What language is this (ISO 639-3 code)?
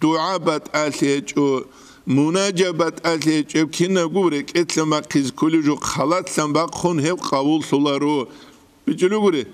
ava